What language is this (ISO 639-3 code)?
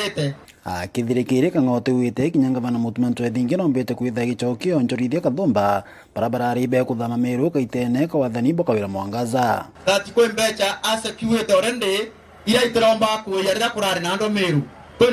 mer